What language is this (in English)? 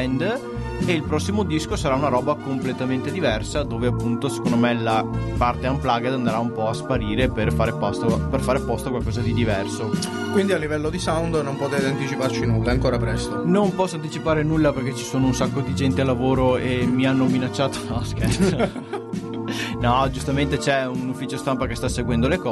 Italian